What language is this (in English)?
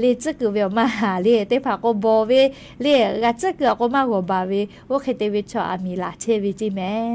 Lahu